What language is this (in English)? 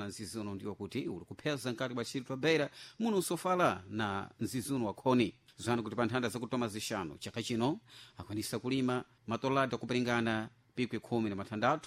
Sena